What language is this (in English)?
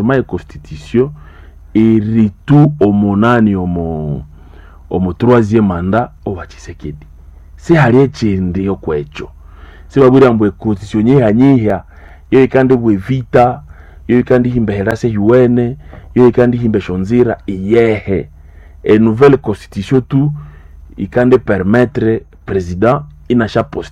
Nande